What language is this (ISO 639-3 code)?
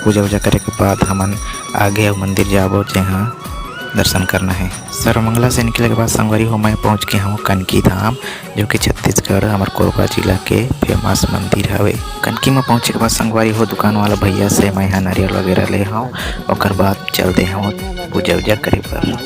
hne